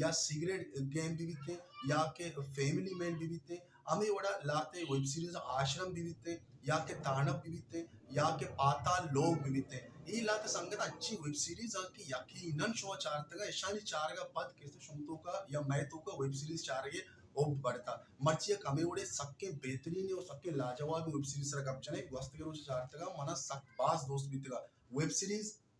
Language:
Baluchi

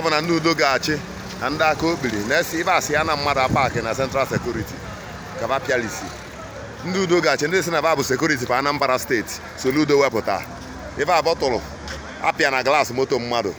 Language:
Igbo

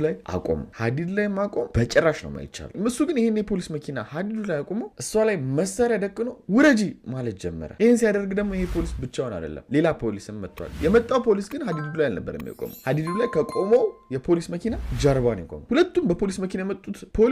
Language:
Amharic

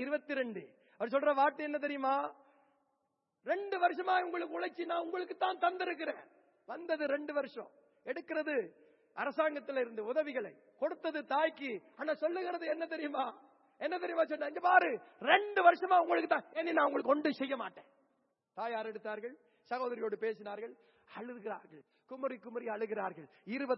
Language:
Tamil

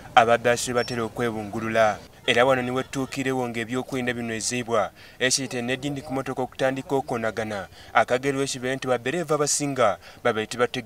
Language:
Soga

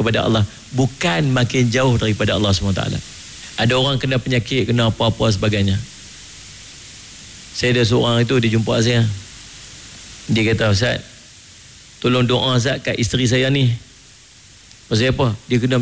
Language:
Malay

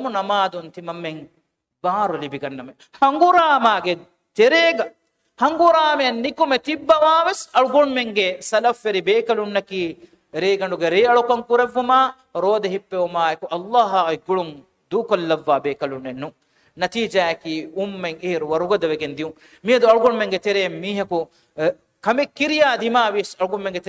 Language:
Divehi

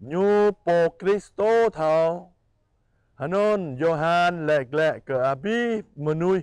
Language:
Jarai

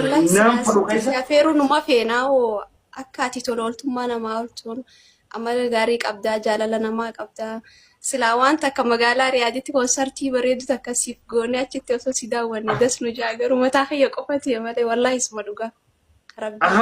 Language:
Oromo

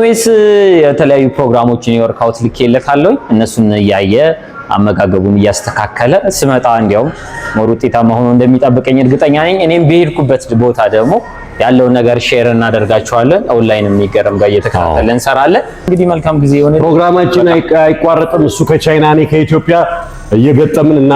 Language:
Amharic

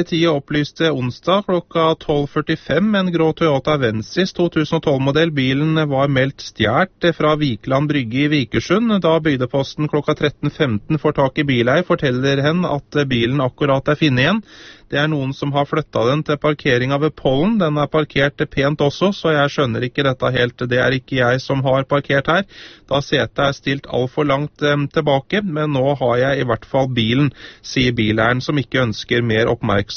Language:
Norwegian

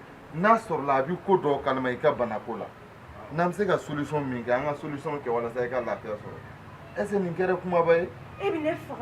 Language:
Bambara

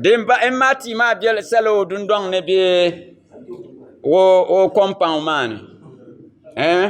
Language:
Dagbani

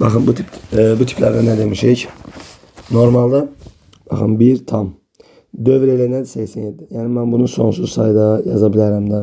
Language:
Azerbaijani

